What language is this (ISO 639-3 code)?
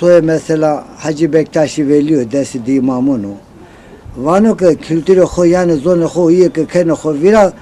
zza